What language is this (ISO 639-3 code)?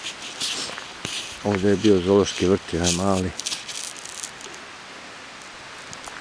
bos